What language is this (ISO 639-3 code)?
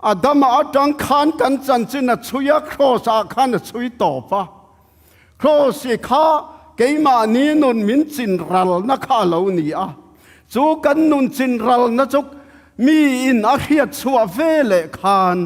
ctd